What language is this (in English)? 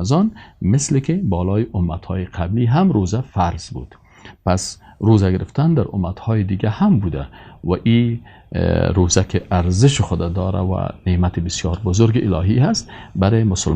Persian